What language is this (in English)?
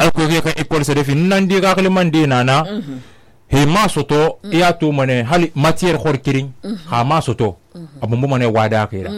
Susu